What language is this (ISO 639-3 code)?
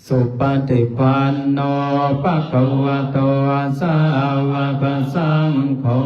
pli